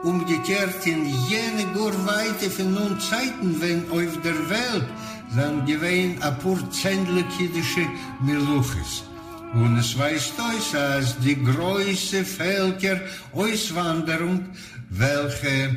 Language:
Yiddish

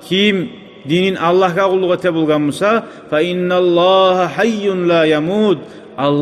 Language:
Kumyk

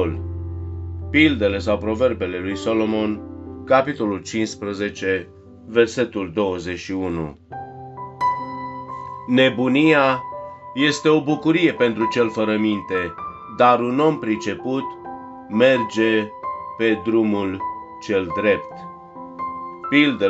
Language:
Romanian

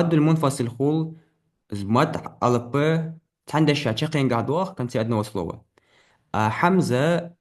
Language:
Ingush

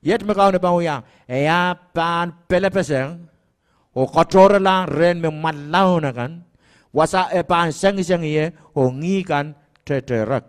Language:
Pohnpeian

